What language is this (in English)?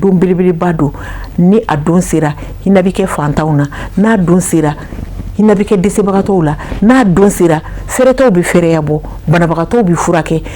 Bambara